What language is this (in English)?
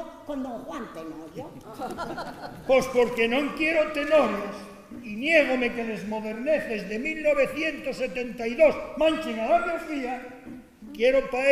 Asturian